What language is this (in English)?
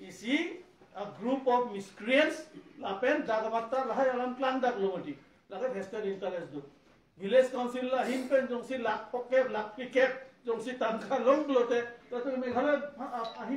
Karbi